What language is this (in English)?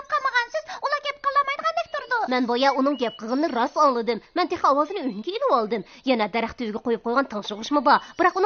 Uyghur